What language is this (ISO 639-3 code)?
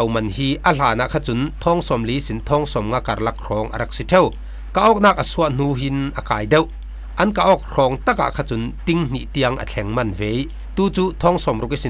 cfm